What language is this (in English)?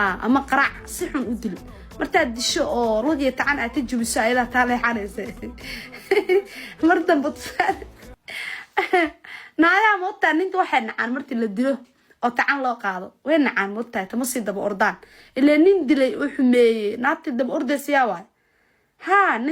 Somali